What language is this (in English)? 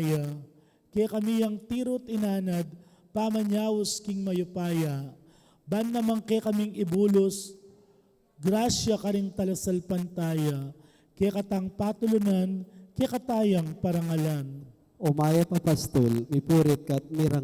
Pampanga